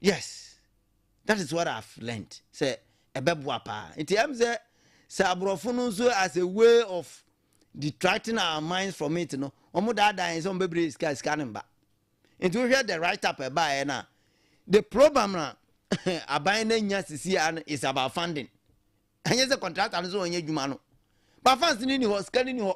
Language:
Akan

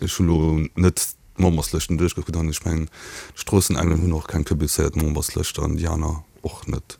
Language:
Luxembourgish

